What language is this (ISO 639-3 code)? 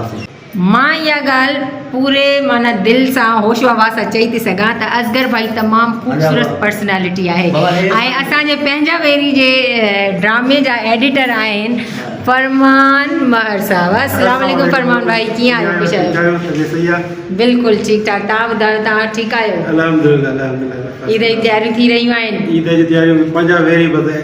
snd